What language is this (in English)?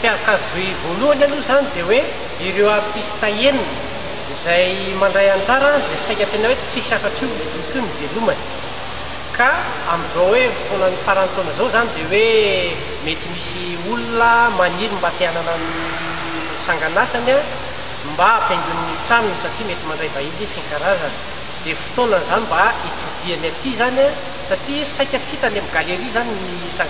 Malagasy